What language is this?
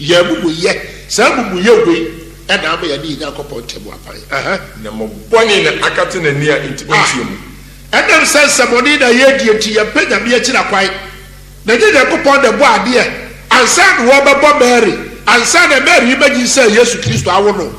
Akan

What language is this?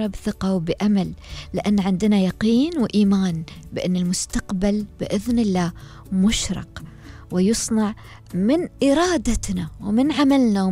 Gulf Arabic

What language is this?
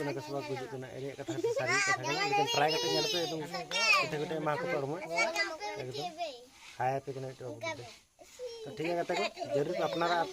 Santali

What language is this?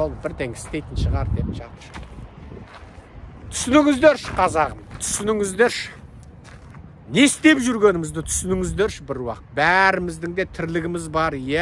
Kazakh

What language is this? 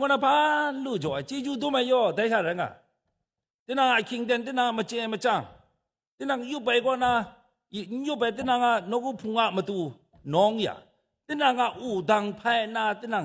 Kachin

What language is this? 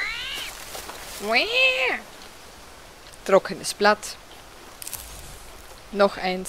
German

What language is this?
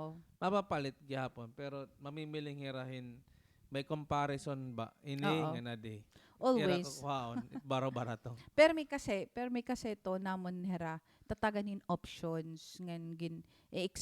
Waray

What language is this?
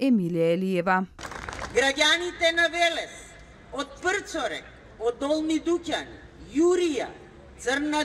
Macedonian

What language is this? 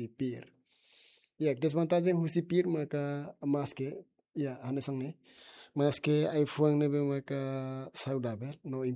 Tetum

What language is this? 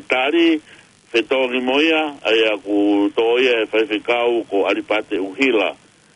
Tongan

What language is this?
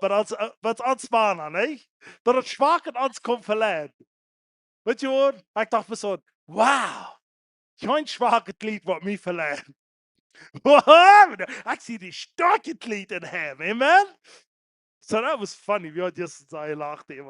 Plautdietsch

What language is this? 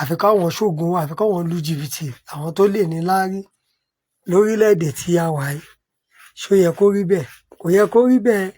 Yoruba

